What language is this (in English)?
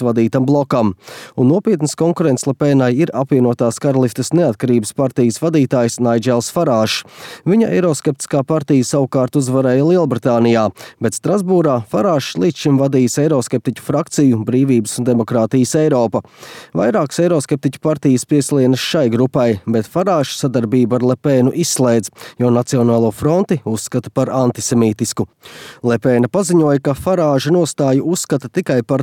Latvian